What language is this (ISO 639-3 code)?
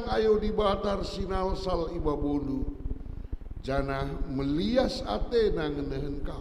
btx